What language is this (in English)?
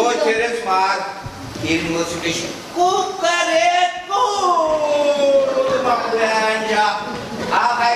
Chuvash